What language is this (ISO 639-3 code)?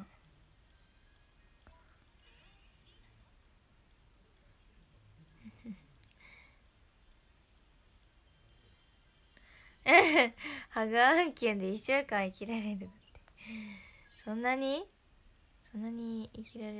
jpn